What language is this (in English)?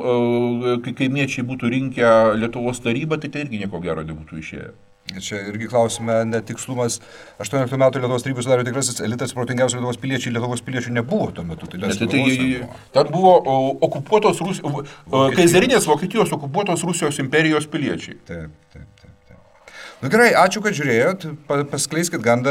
Lithuanian